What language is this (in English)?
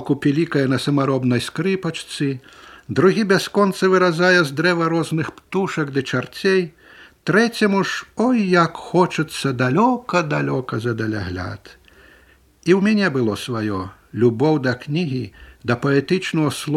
Belarusian